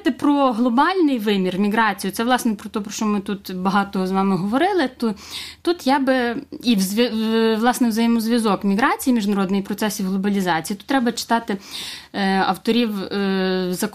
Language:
Ukrainian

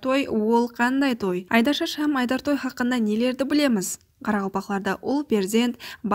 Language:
Kara-Kalpak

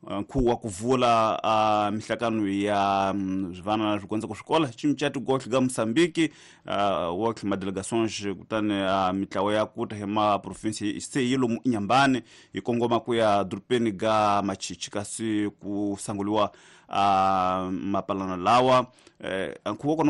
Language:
Tsonga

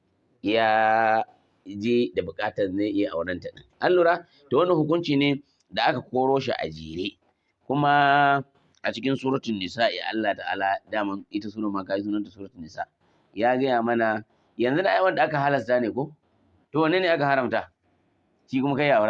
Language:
Hausa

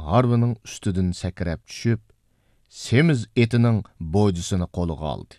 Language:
Uyghur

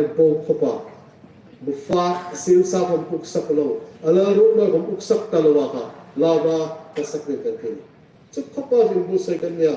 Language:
Hmar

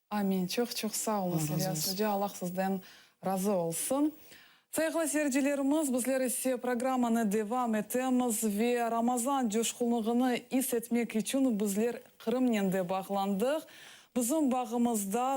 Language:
Crimean Tatar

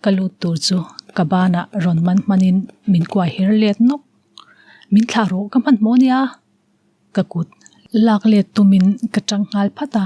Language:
Mizo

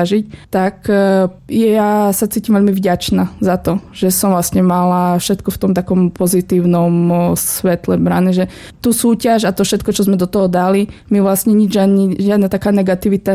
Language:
Slovak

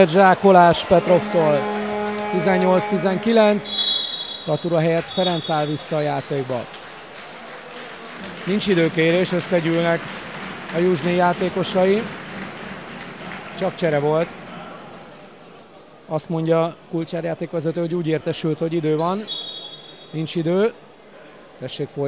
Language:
Hungarian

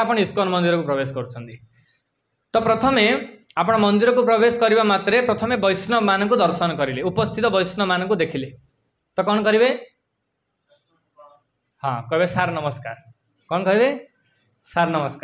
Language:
Odia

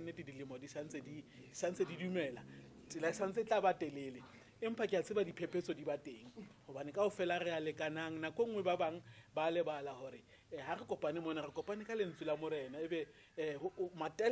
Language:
Southern Sotho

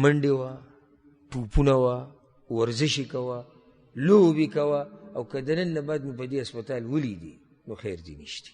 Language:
Pashto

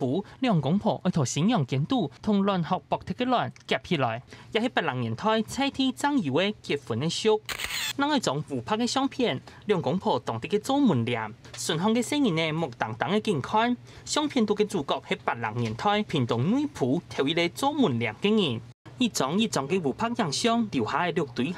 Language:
Hakka Chinese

